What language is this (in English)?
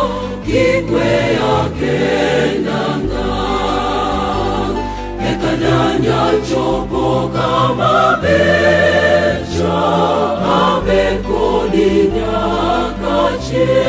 Luo (Kenya and Tanzania)